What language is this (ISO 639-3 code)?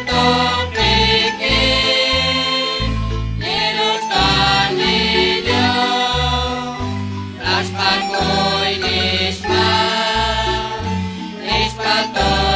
kek